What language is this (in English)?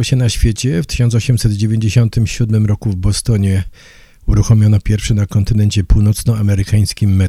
Polish